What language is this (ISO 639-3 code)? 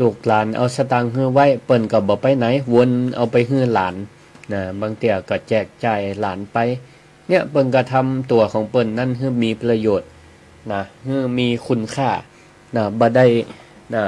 nod